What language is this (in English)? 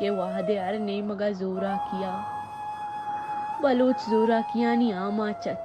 Baluchi